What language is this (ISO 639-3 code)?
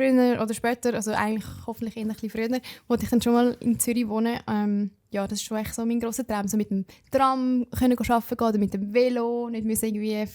gsw